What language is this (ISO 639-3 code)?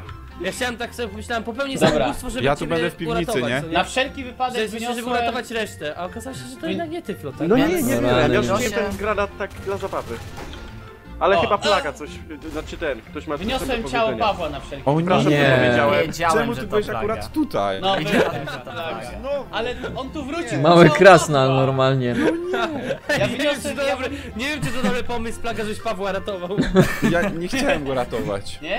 pol